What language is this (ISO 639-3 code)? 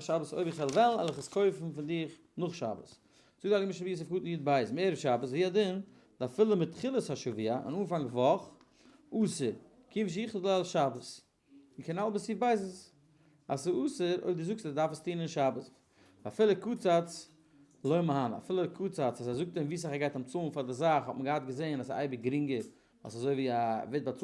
yid